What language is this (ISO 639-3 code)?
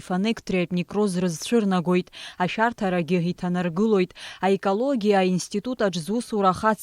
abk